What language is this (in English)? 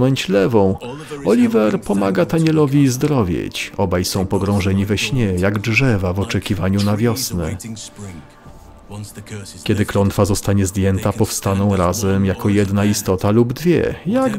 Polish